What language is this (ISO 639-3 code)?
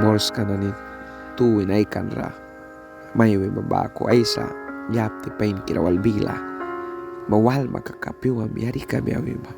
miq